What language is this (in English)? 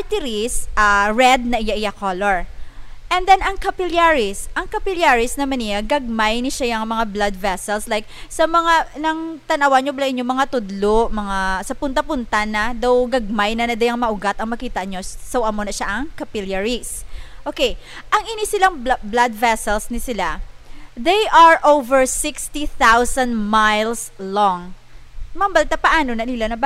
Hiligaynon